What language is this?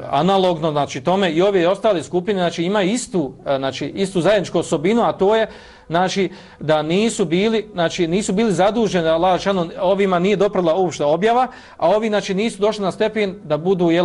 Bosnian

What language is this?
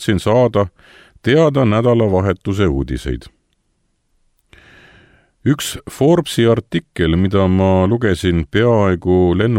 Estonian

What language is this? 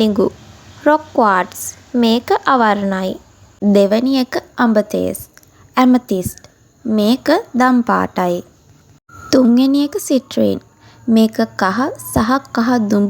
Sinhala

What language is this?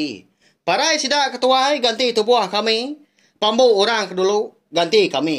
Iban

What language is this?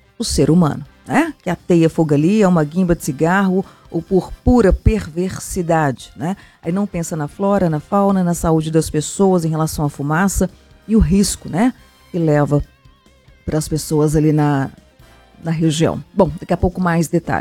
Portuguese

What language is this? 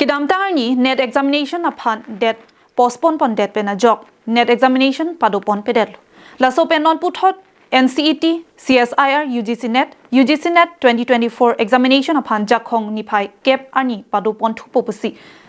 Karbi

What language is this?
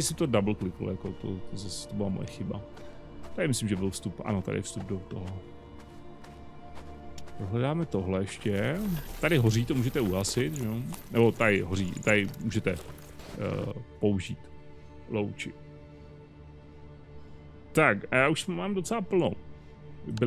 Czech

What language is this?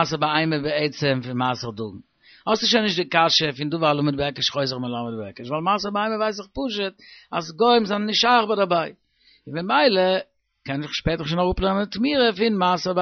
Yiddish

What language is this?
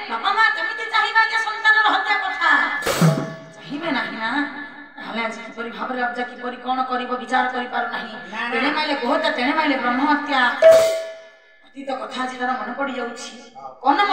Odia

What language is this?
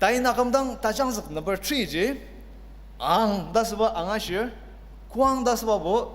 Ao Naga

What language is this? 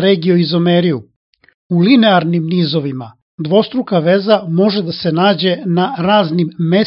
Serbian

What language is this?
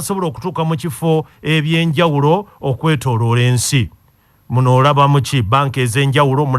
Ganda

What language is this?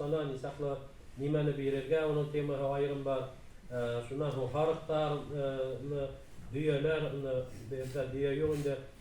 Bashkir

